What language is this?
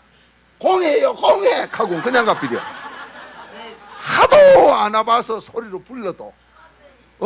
Korean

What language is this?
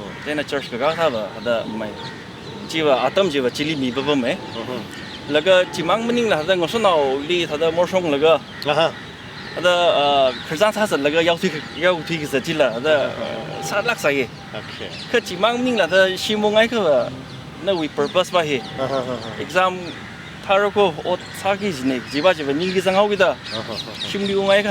Tangkhul Naga (India)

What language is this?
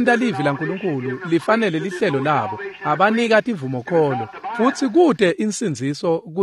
Swati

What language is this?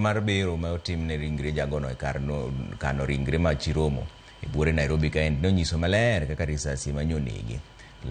Luo (Kenya and Tanzania)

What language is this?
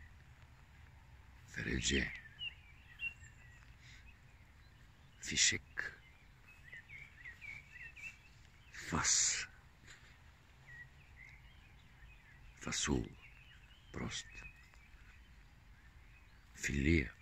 Bulgarian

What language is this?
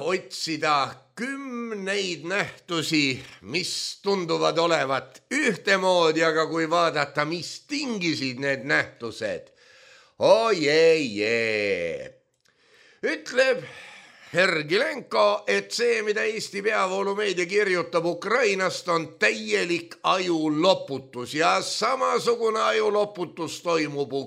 Estonian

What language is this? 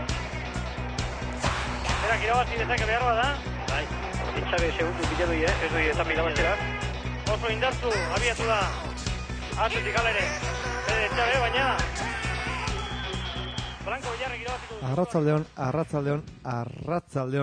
Basque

